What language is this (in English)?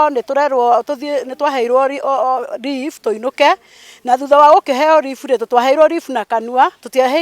Kikuyu